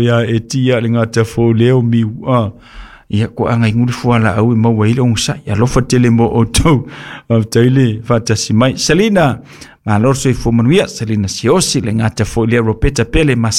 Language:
Samoan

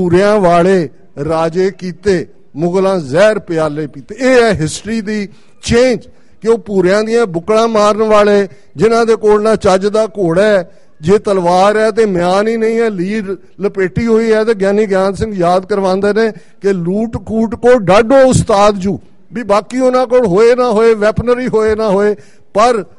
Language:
Punjabi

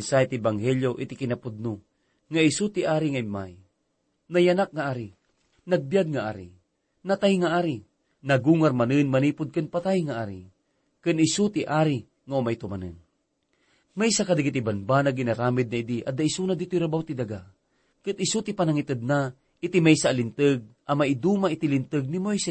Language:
Iloko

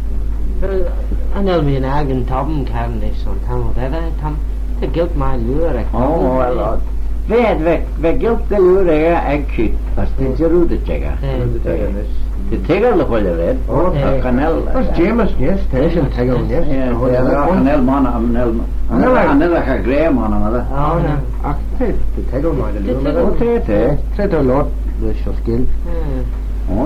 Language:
Manx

